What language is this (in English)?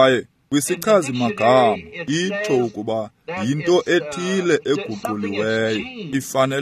Xhosa